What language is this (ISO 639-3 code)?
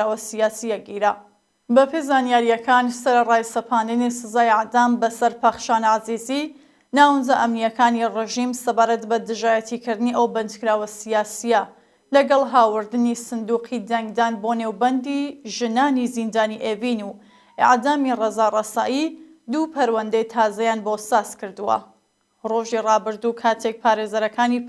ckb